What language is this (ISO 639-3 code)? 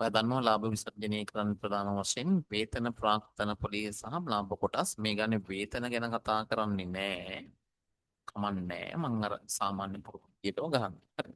sin